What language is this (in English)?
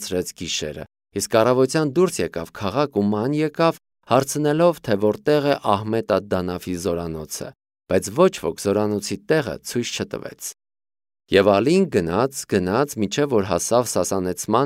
Armenian